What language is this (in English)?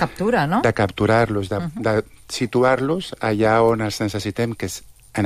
Catalan